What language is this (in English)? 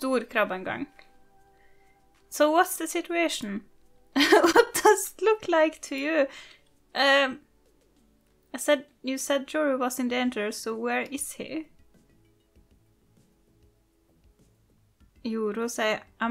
Norwegian